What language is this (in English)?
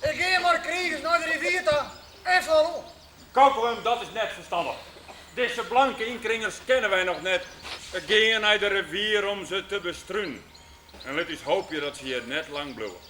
Western Frisian